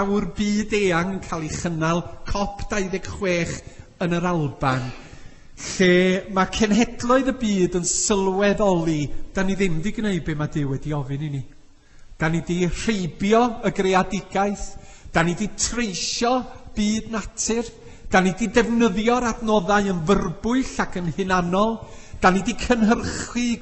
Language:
Welsh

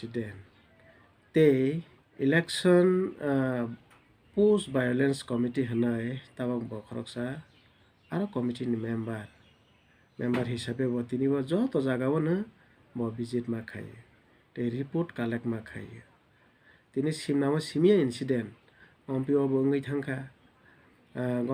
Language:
Kok Borok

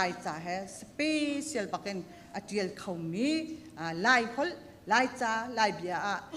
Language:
Hakha Chin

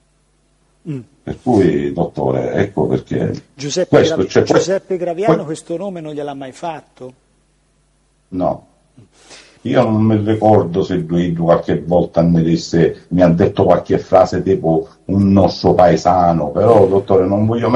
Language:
Italian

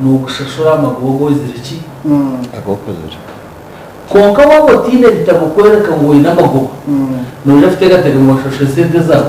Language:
Nyankole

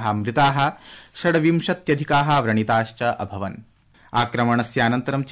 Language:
Sanskrit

